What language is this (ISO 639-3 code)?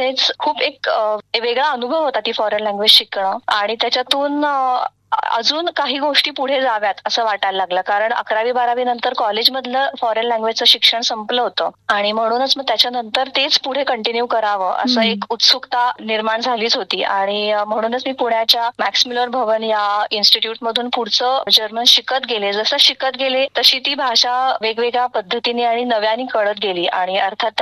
mar